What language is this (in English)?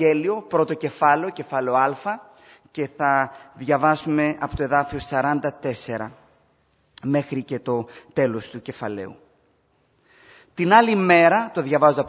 Greek